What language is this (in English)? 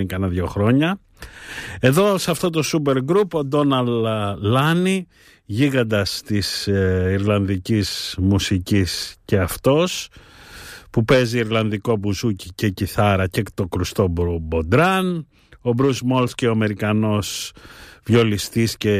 Greek